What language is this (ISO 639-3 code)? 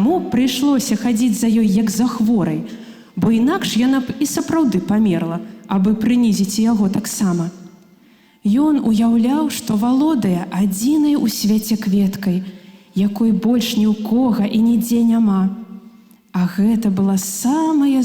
bel